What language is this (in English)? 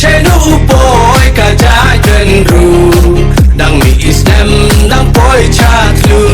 Khasi